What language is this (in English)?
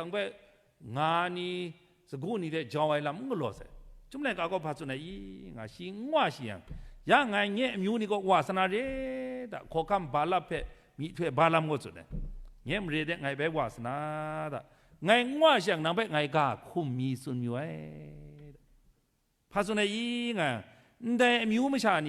Kachin